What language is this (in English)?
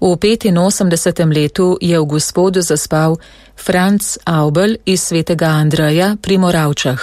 Slovenian